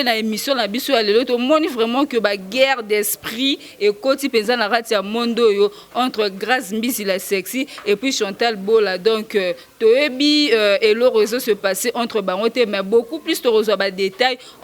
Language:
Lingala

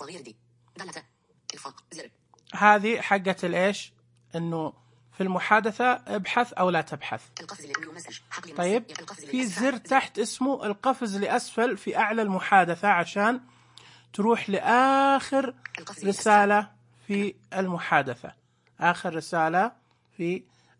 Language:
Najdi Arabic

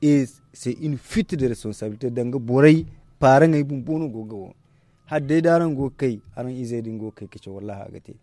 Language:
Zarma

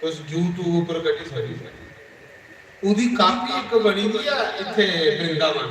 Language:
Dogri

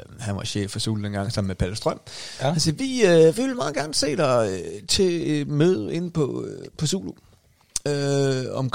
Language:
Danish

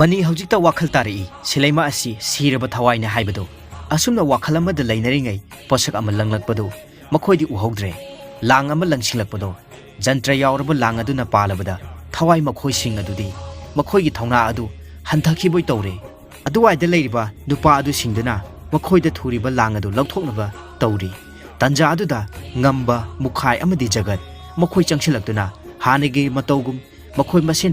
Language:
Manipuri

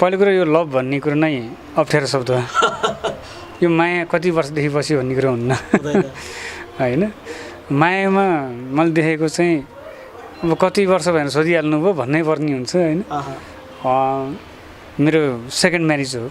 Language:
Nepali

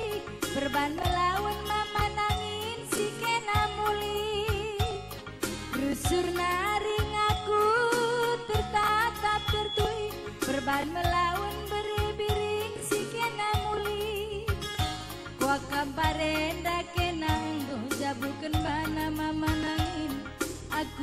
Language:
Batak Karo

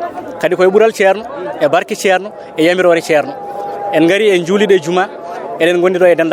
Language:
Fula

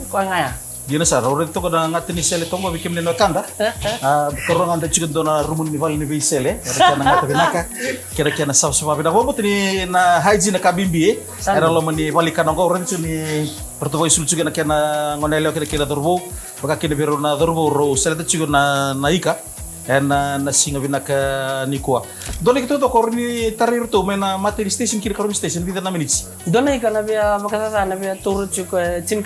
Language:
Fijian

